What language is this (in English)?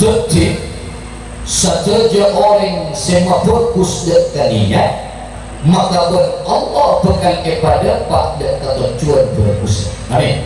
Madurese